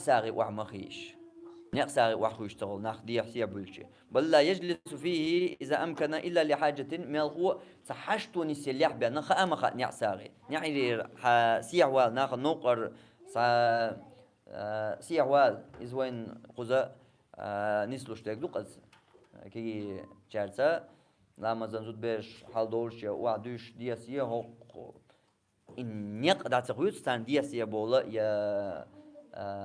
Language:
Chechen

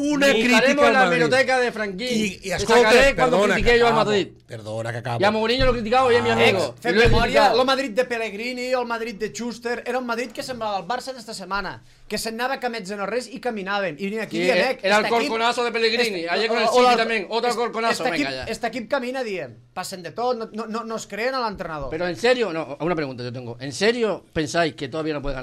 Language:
Catalan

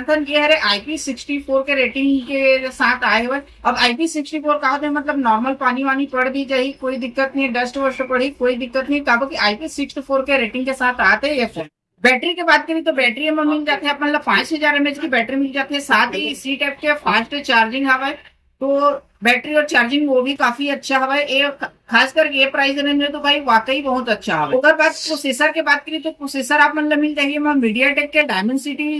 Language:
Chhattisgarhi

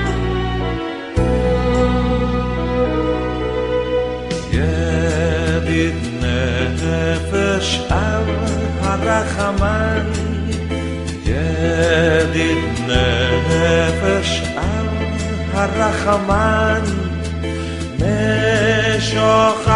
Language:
Hebrew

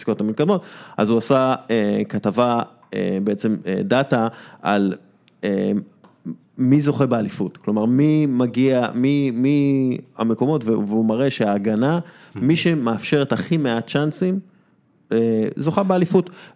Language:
Hebrew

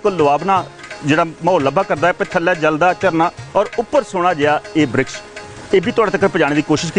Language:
Dogri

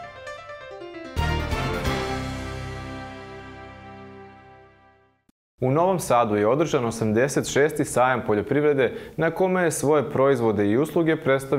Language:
Serbian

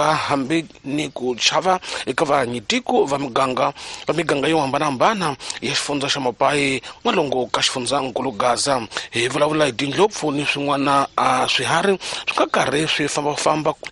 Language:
Tsonga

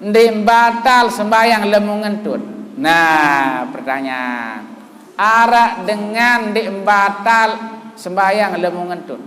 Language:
Sasak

